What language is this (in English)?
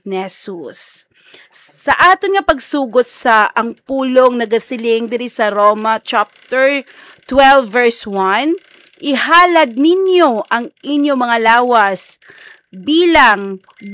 Hiligaynon